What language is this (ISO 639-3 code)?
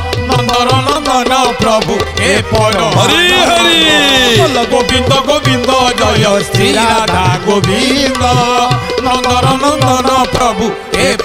ori